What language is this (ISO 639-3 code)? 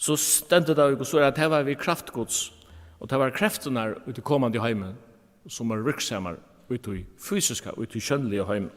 fao